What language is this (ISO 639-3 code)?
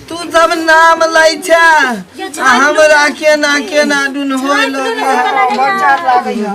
mai